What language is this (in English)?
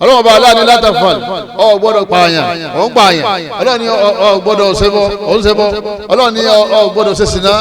Yoruba